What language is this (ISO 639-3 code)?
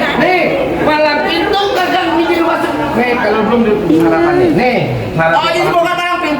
bew